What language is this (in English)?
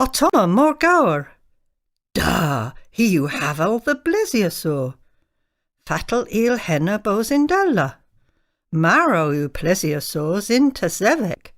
Cornish